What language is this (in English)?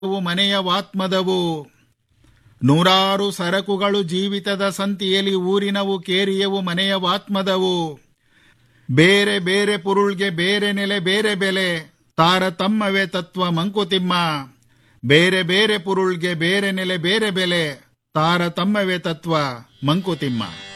Kannada